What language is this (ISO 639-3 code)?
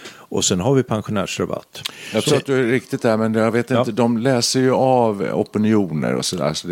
swe